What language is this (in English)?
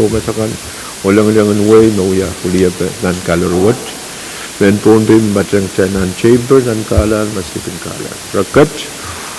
Pohnpeian